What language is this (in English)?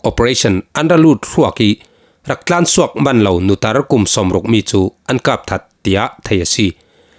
Falam Chin